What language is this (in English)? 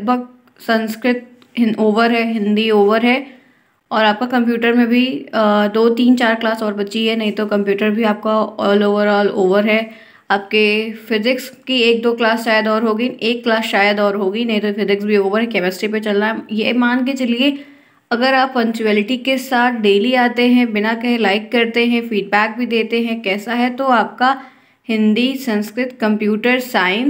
Hindi